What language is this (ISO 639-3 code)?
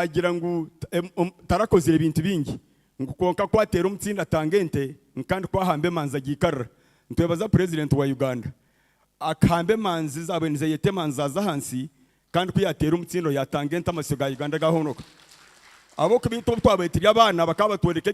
nyn